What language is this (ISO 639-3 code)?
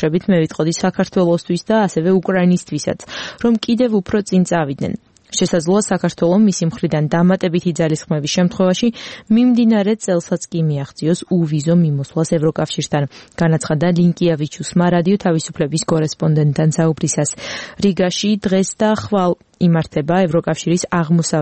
kat